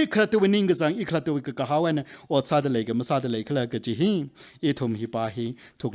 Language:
Tangkhul Naga (India)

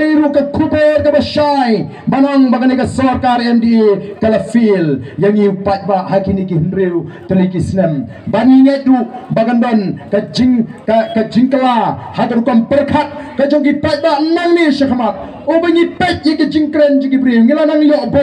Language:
Khasi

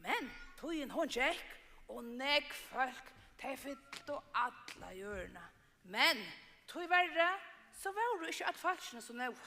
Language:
Faroese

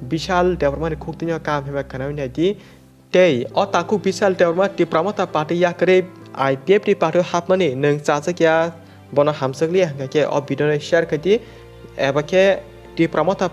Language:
Kok Borok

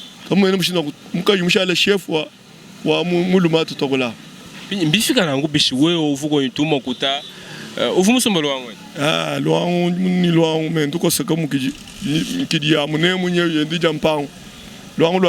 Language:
Luba-Lulua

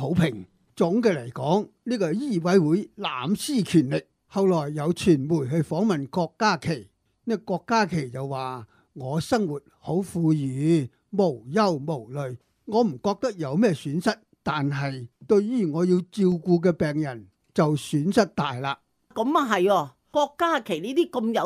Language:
Cantonese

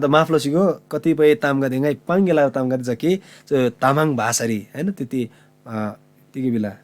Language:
Eastern Tamang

